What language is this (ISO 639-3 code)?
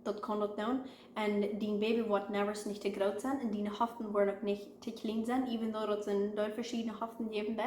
pdt